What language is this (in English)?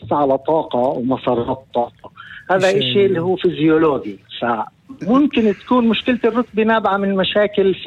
North Levantine Arabic